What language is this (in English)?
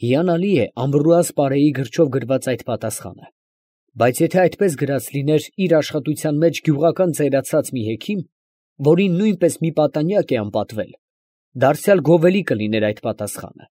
Armenian